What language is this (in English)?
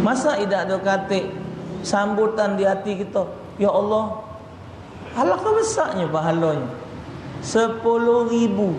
Musi